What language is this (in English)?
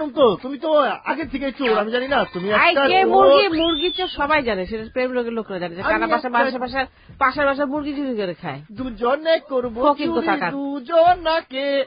Bangla